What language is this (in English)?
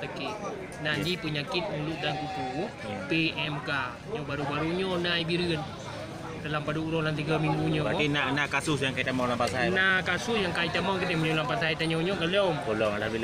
Achinese